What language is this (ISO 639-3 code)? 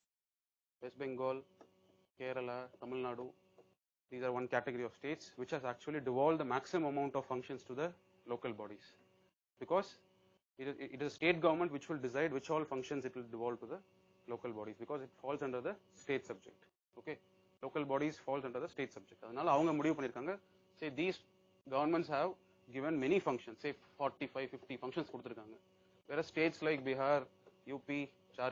eng